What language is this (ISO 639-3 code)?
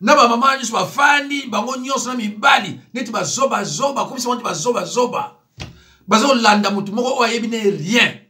lin